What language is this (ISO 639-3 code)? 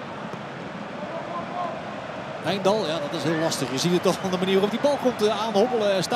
nld